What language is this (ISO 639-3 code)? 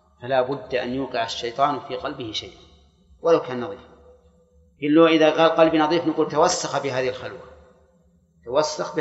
ara